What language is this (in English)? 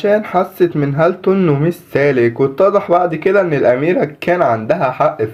Egyptian Arabic